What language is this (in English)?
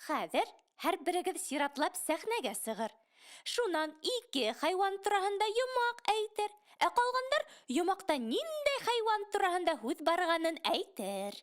Bashkir